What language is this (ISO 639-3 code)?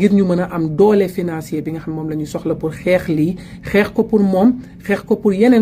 wol